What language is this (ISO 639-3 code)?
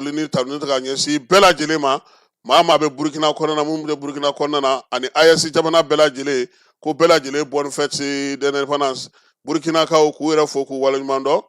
bam